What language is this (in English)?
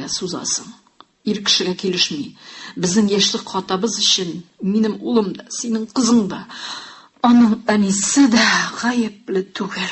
Tatar